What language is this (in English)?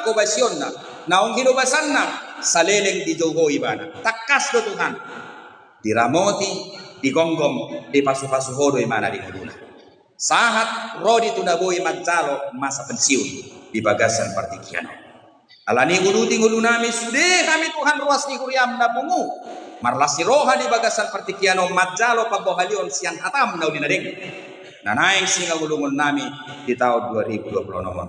Batak Toba